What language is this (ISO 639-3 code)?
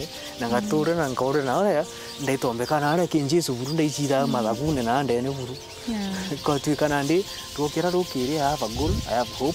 mer